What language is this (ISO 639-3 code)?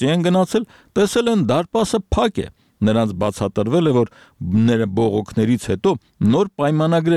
hye